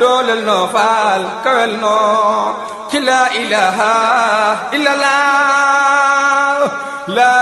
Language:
Wolof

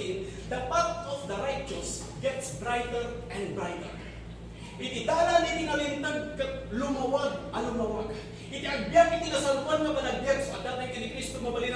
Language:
Iloko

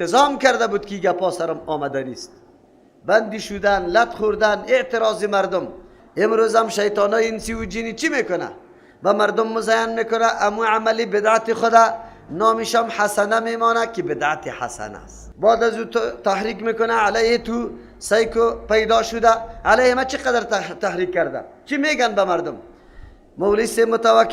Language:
Persian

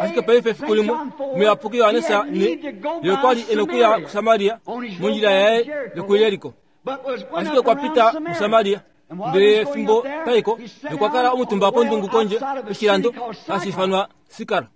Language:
Kuanyama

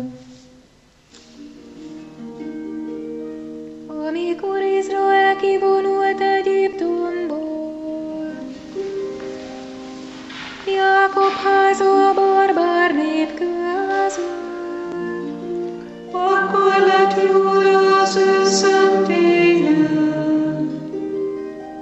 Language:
Hungarian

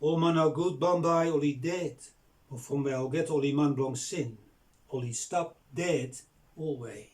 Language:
Bislama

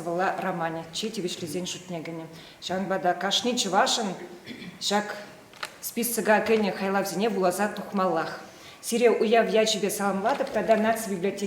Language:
Chuvash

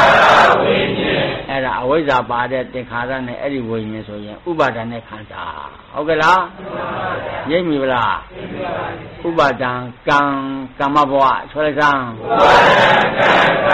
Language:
Burmese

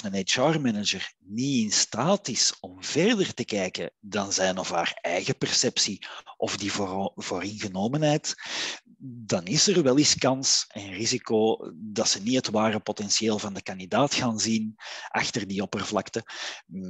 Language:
Dutch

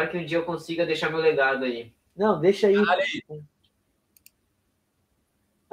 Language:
Portuguese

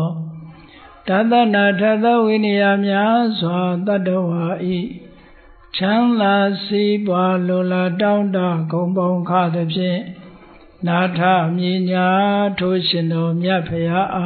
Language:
Burmese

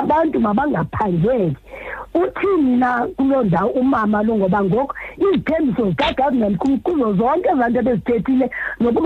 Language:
Xhosa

